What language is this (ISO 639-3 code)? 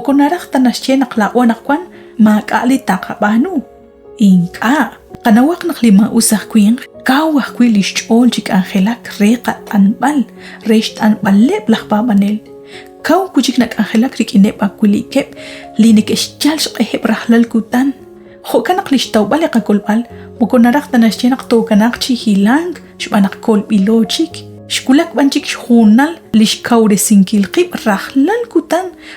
kek